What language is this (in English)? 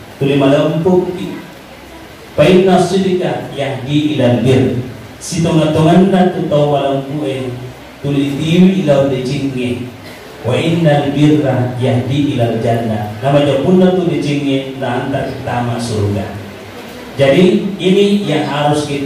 Buginese